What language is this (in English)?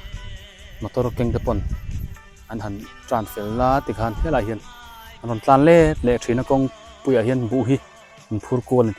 Biete